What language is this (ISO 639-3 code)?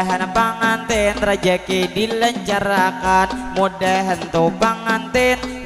bjn